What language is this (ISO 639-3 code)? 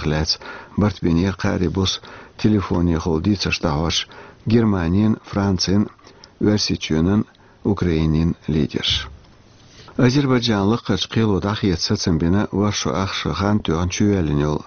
che